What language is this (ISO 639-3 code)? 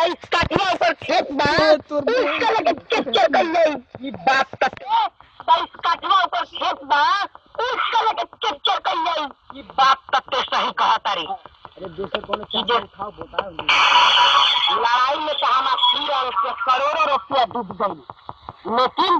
bho